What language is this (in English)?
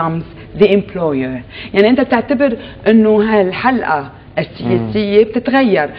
North Levantine Arabic